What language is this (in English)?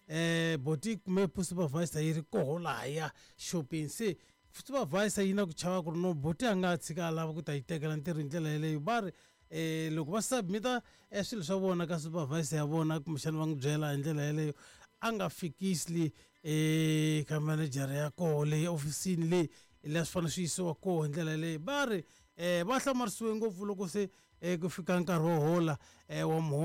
Tsonga